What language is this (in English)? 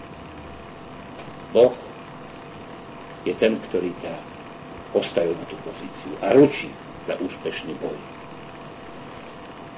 Slovak